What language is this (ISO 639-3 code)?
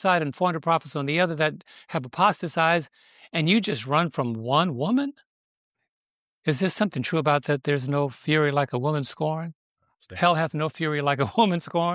eng